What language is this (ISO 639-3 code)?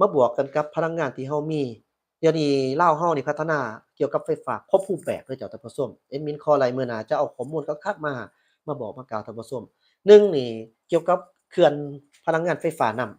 lao